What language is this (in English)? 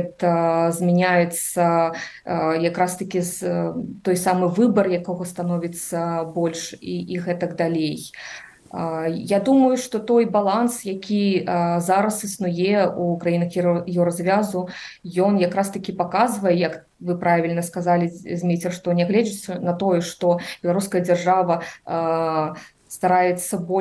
Belarusian